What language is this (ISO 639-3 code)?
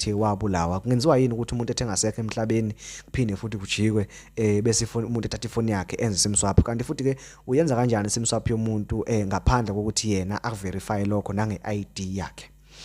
zul